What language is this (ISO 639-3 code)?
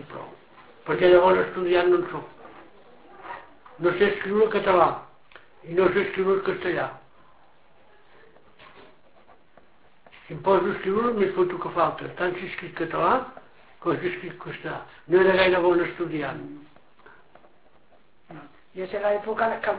cat